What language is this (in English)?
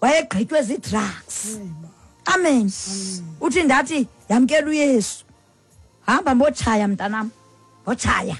Xhosa